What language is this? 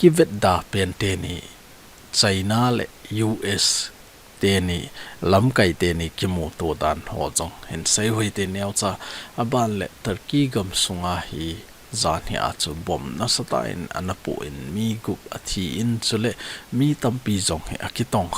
Thado Chin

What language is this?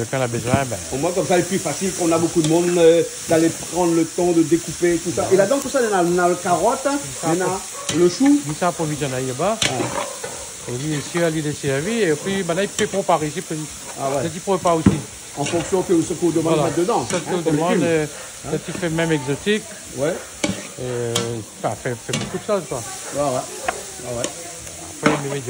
Réunion Creole French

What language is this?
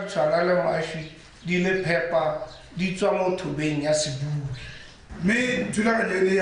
Tswana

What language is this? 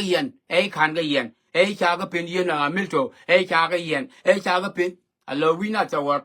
Nuer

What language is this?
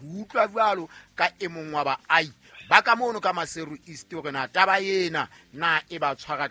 Southern Sotho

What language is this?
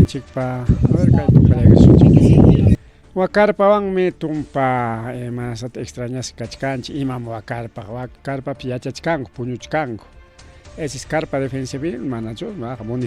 Ayacucho Quechua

